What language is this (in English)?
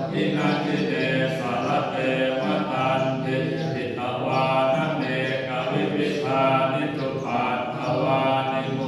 Pali